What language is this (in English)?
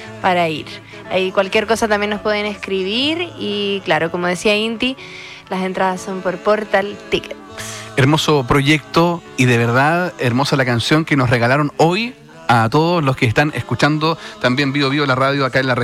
Spanish